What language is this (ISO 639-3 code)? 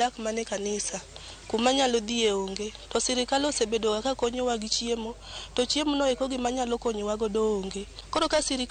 luo